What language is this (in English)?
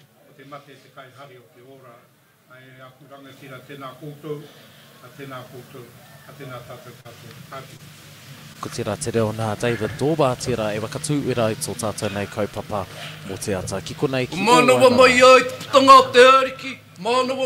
Māori